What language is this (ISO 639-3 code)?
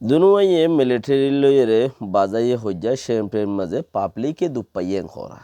rhg